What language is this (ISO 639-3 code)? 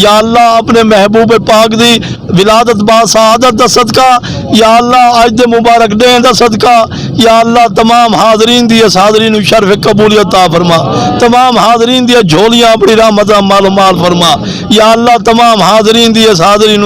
skr